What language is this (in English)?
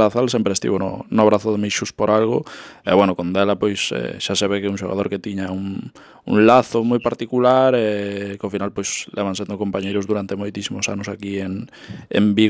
Galician